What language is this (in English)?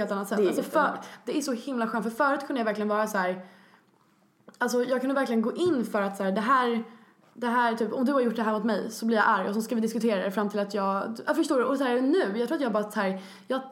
Swedish